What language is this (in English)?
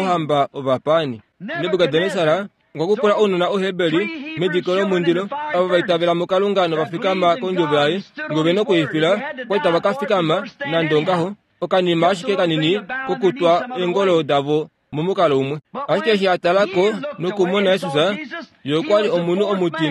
Kuanyama